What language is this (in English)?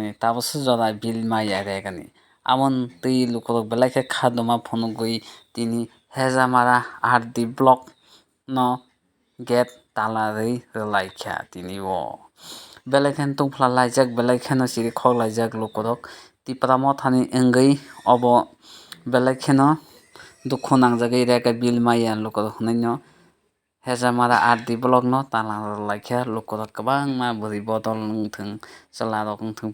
Kok Borok